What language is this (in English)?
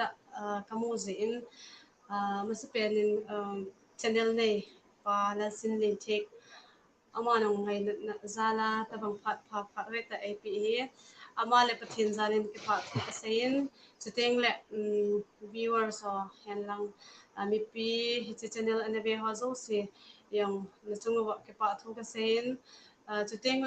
Hmar